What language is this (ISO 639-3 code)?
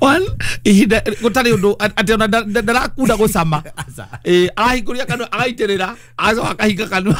kik